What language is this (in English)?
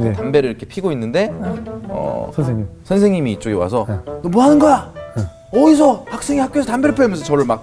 Korean